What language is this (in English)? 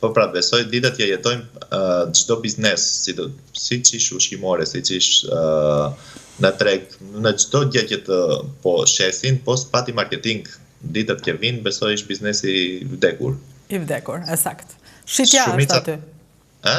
Albanian